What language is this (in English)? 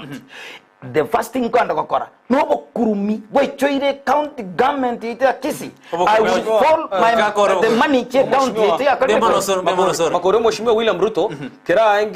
Gusii